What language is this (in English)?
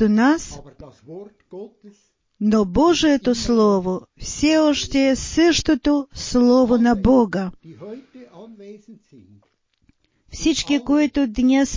Bulgarian